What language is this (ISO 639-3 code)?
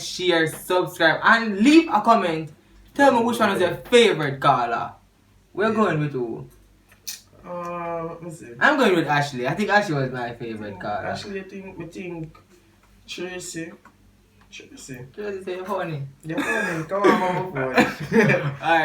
jam